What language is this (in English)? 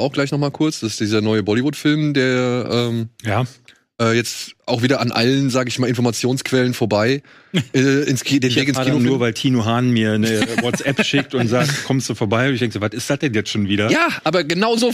German